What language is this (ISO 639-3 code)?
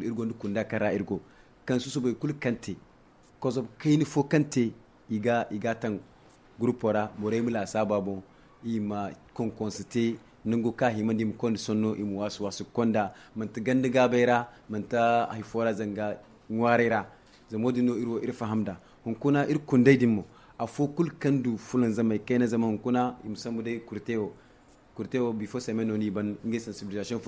dje